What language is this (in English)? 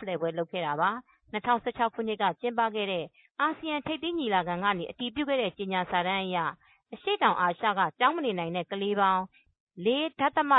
Burmese